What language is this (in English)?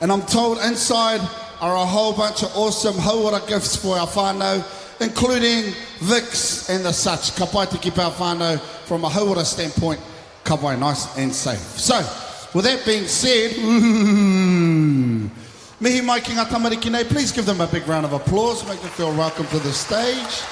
Māori